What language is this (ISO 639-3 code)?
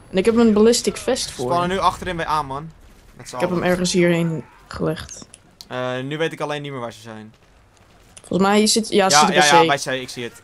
nld